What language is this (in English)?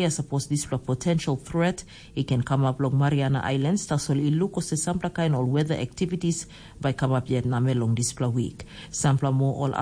Tok Pisin